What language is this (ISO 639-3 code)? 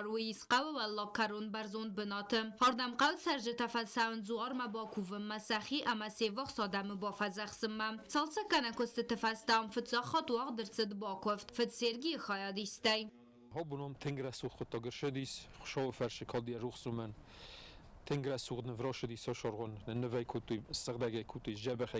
oss